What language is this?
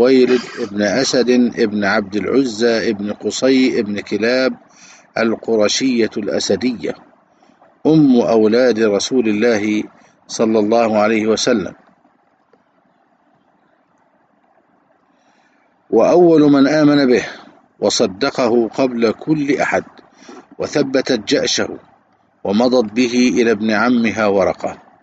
Arabic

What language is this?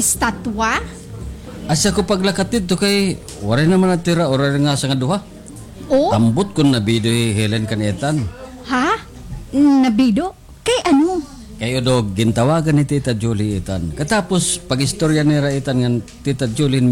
Waray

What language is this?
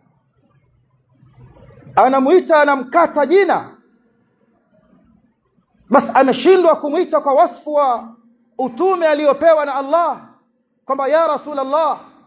Swahili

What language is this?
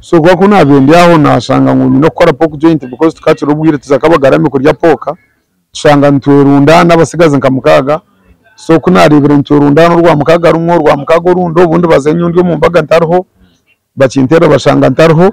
Nyankole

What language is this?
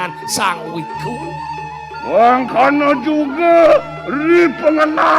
Balinese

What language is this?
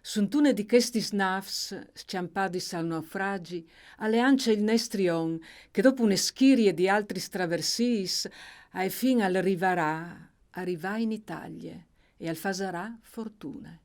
Friulian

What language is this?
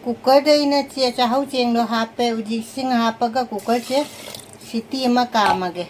Manipuri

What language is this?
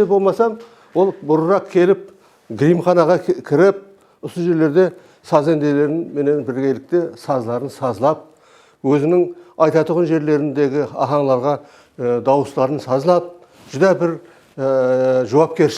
Kara-Kalpak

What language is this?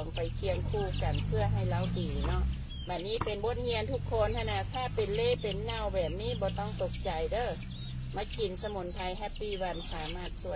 Lao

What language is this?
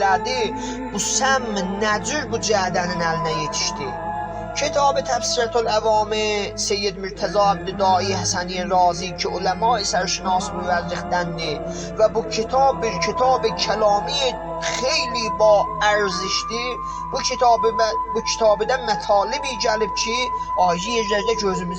South Azerbaijani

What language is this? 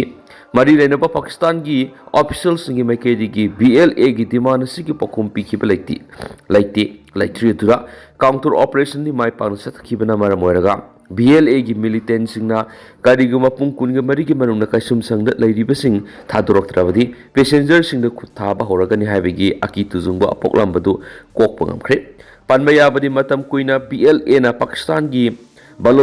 Manipuri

